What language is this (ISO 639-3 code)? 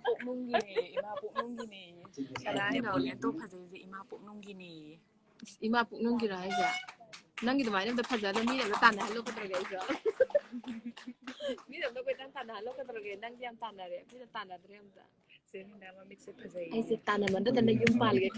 mni